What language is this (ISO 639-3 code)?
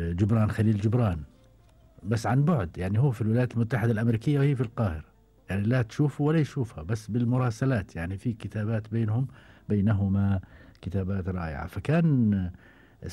afb